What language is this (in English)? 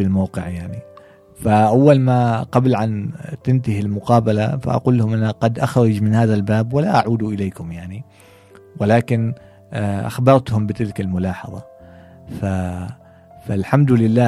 Gulf Arabic